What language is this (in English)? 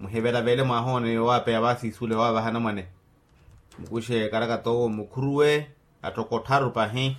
Makhuwa